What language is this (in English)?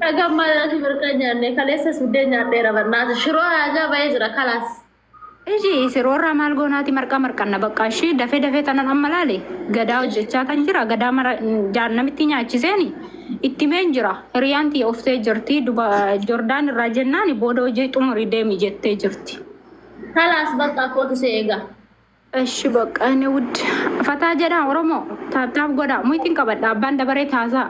Oromo